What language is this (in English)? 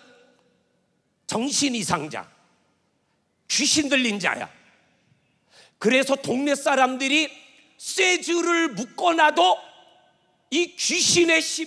Korean